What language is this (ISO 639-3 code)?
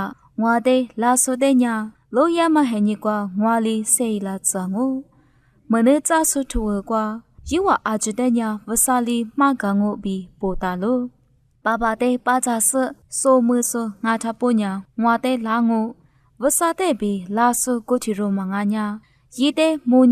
lis